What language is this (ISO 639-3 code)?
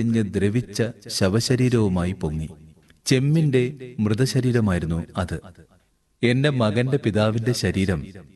mal